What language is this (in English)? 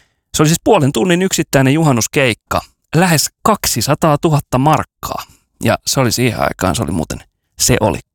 Finnish